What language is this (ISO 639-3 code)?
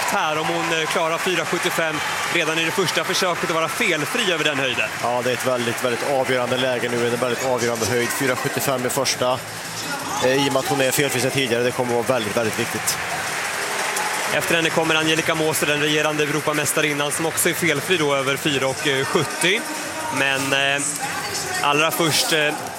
swe